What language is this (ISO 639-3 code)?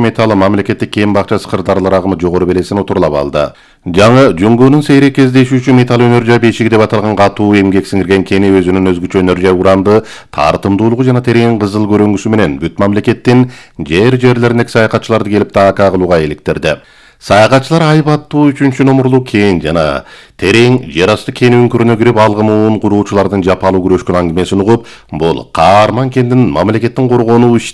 kir